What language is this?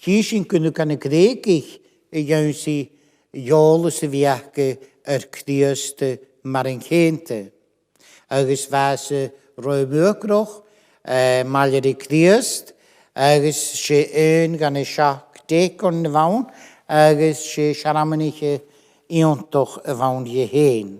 Scottish Gaelic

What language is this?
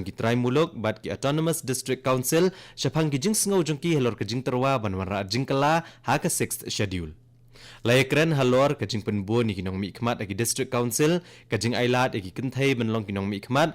Khasi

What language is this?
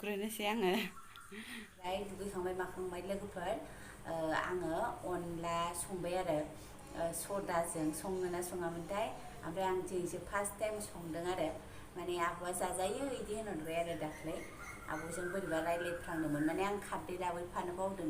Bodo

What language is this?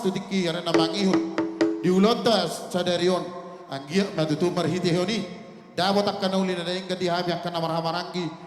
Batak Toba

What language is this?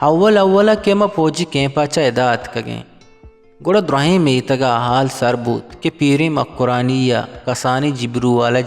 Eastern Balochi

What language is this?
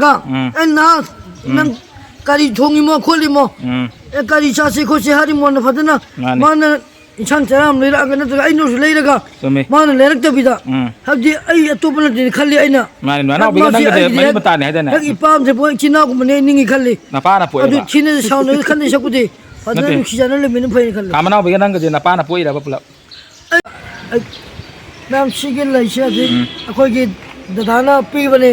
Manipuri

